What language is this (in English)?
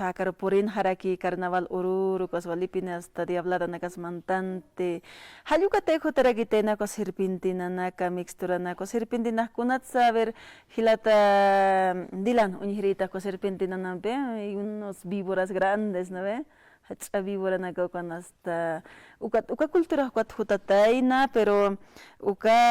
Aymara